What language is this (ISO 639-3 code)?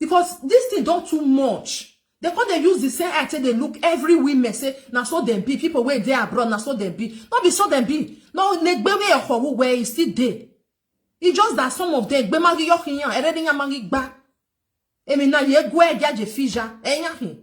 pcm